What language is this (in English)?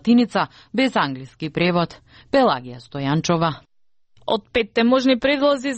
Macedonian